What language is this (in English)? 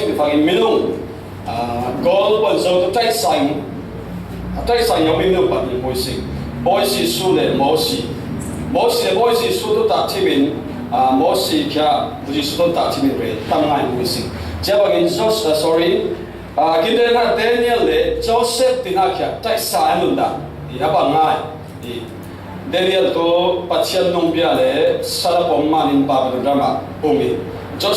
Falam Chin